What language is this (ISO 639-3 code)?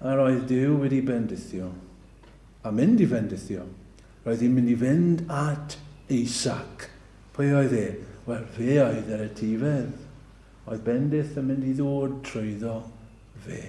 cym